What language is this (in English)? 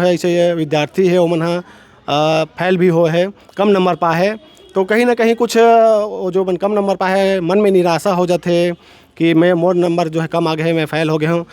Chhattisgarhi